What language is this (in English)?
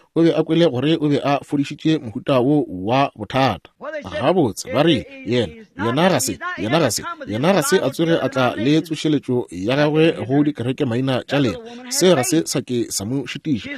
Northern Sotho